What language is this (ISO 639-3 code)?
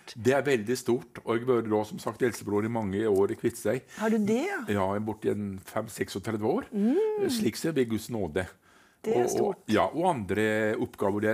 nor